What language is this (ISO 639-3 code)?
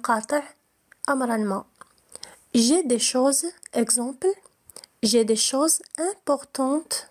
fra